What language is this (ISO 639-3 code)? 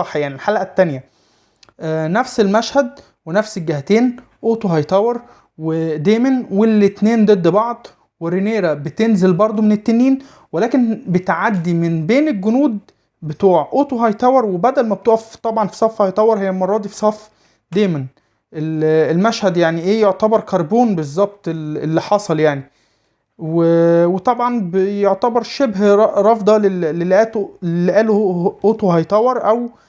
arz